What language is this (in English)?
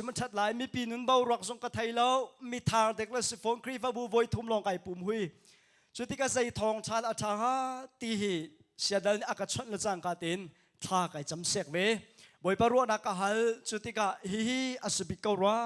Hakha Chin